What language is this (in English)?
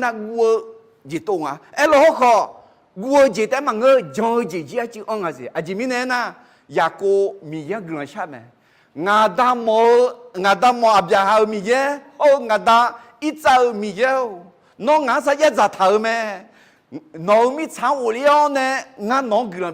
Akha